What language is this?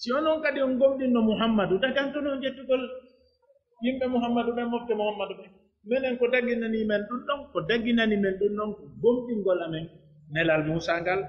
Pular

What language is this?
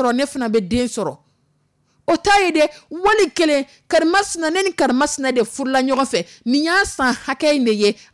Dyula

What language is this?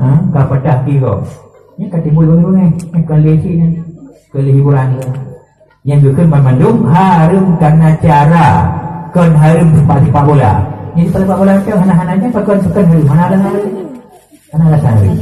Achinese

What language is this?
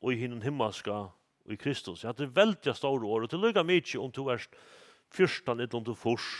Faroese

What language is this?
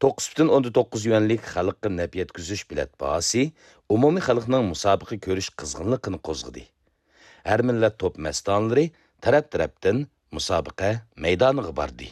Uyghur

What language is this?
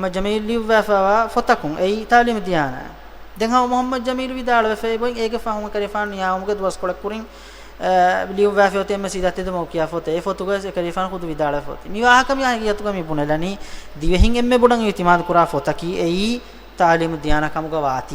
Divehi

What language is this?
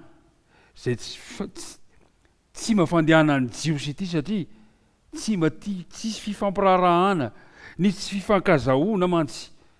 Malagasy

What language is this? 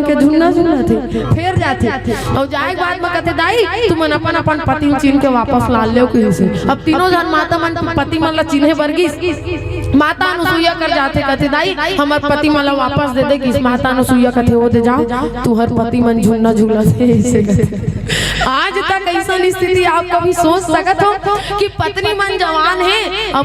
Chhattisgarhi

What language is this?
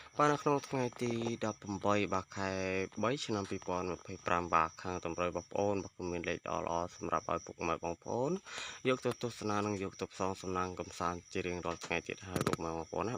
Khmer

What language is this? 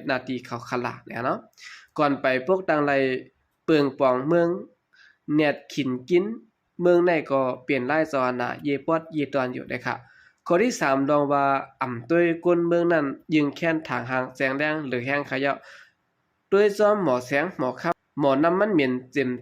Shan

